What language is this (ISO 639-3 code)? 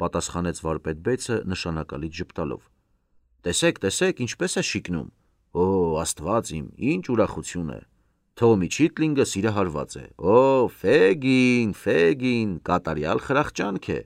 hye